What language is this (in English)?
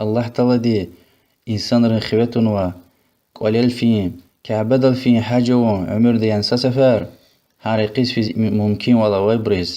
Lezghian